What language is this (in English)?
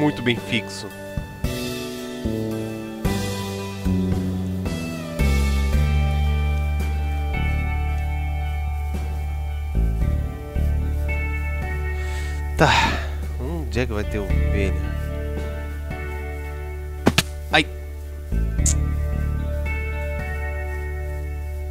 Portuguese